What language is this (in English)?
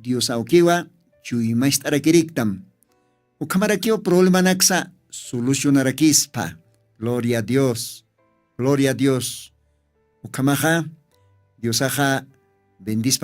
Aymara